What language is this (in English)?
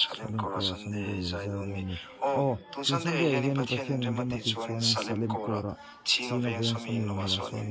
Mizo